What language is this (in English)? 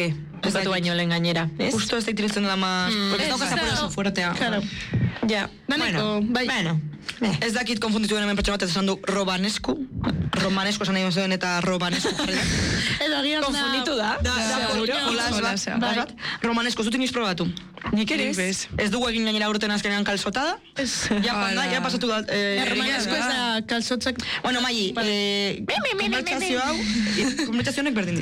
Basque